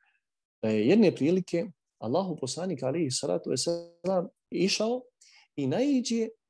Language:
Bosnian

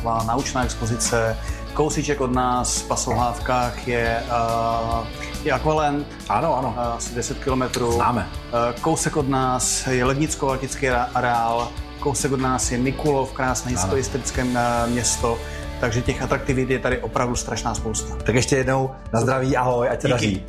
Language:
Czech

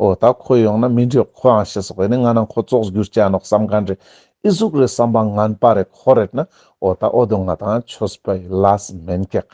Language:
Ladakhi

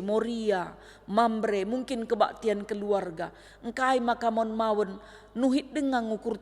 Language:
Batak Karo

